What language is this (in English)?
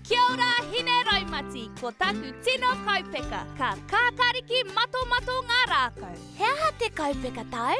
Māori